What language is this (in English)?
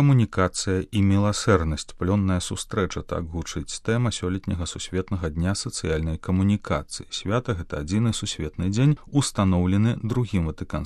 Belarusian